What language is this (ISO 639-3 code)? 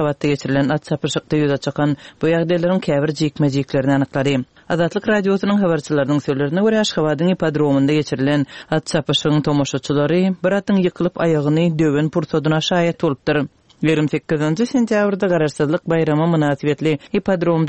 tuk